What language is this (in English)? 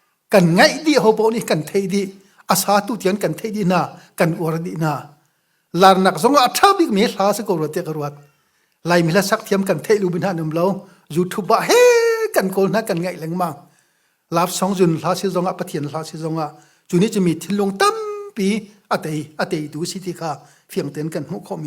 Hakha Chin